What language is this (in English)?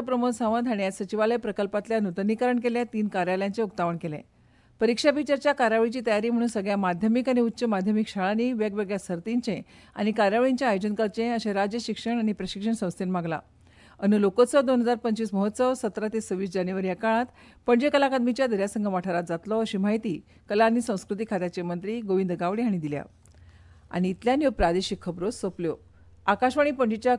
Konkani